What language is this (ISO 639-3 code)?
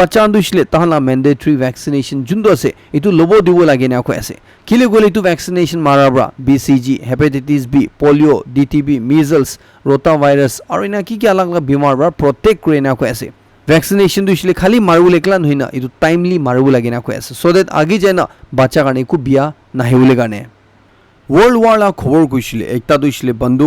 nag